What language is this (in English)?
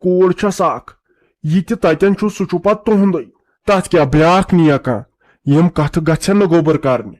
Kashmiri